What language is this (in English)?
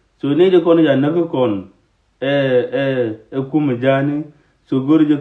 Nuer